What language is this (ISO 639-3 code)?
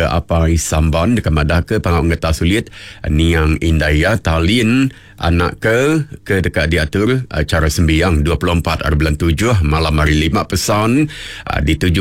iba